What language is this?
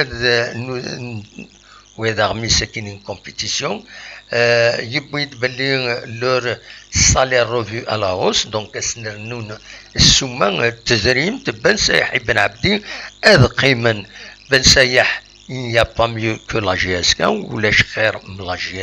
Kabyle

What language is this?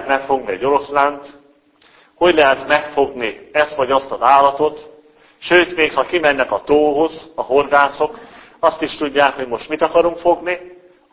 Hungarian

